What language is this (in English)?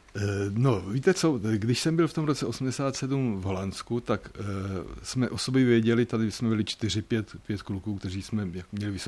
Czech